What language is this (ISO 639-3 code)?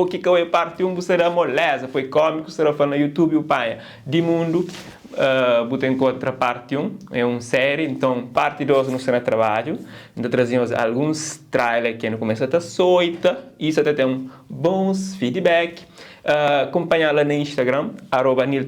kea